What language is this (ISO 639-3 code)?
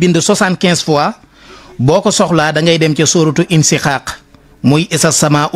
wol